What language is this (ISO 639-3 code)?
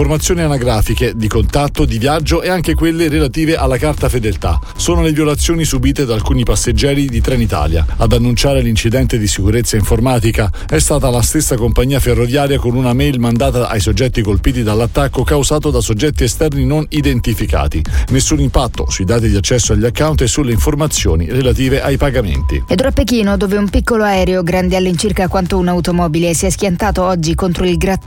ita